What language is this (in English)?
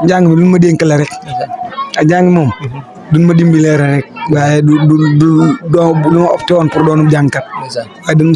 Wolof